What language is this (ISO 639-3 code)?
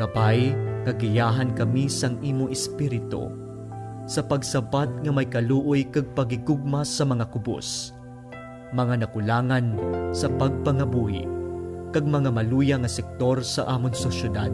hil